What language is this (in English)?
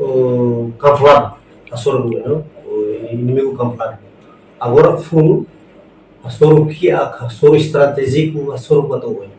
Tetum